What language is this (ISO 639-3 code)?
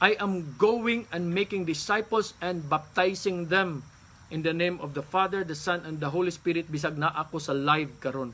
ceb